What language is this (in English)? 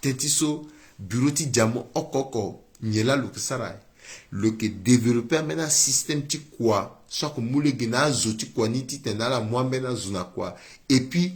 Sango